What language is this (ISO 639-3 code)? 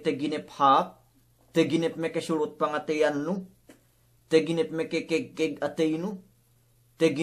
yka